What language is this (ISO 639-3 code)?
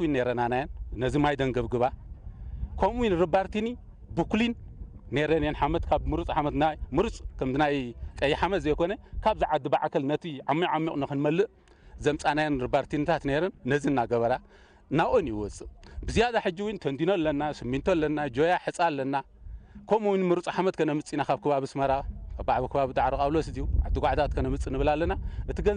tir